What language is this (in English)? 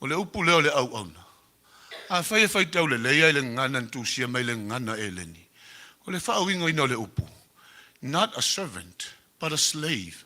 Samoan